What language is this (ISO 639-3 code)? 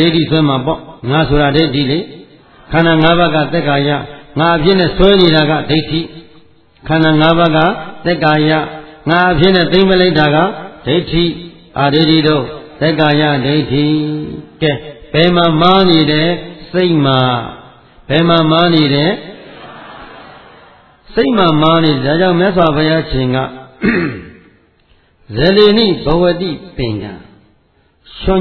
mya